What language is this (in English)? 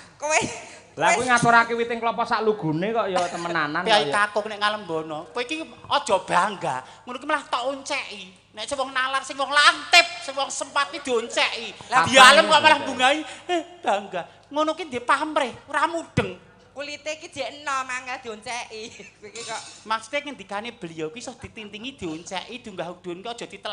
Javanese